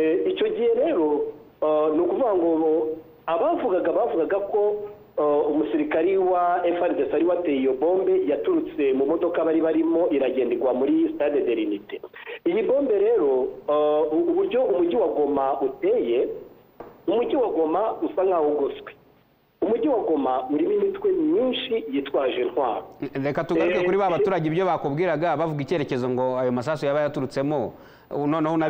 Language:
Kinyarwanda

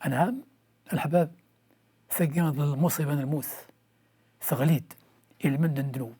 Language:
Kabyle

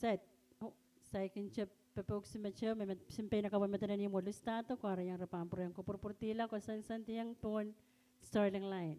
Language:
Pohnpeian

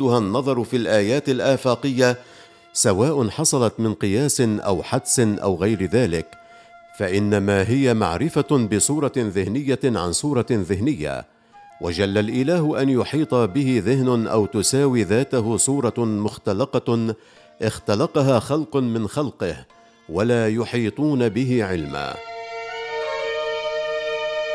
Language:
Arabic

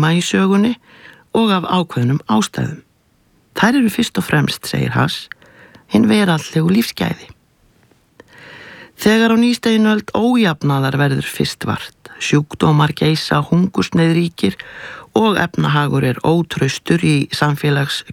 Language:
Icelandic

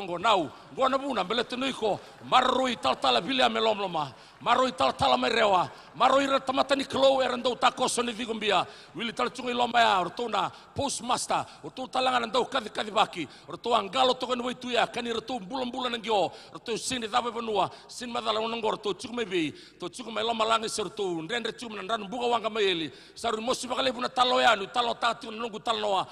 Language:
Fijian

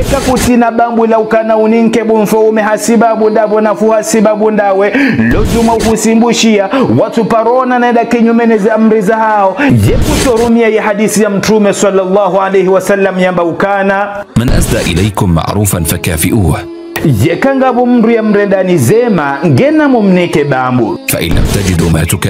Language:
Ngazidja Comorian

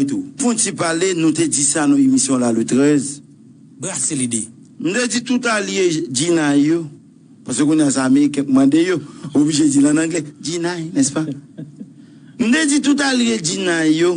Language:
Haitian Creole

